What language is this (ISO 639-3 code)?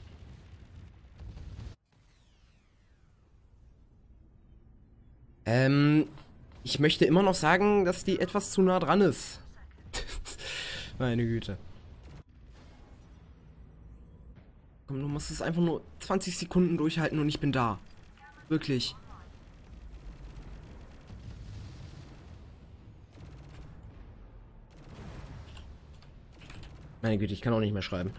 deu